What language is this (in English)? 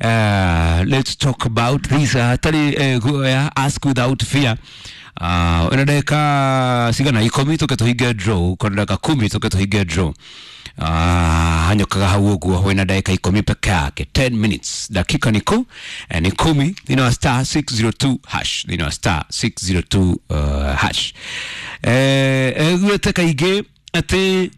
Kikuyu